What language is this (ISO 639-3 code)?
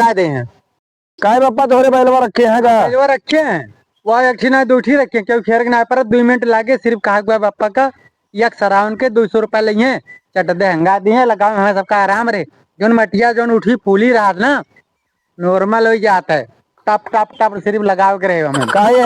awa